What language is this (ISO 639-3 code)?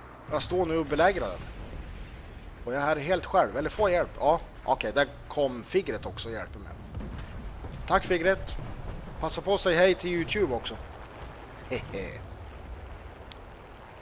swe